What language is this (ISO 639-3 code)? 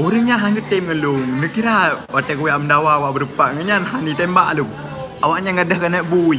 ace